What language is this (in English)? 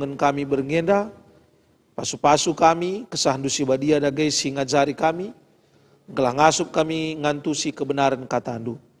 Batak Karo